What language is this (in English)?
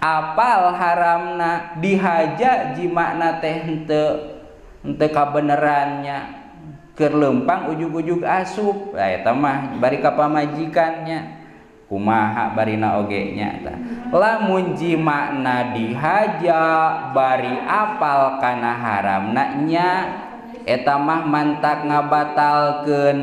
Sundanese